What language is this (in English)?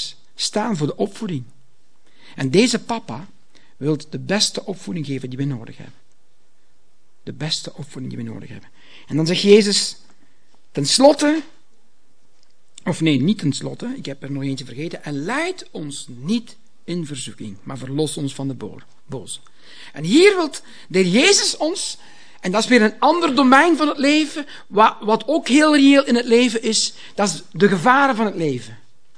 Dutch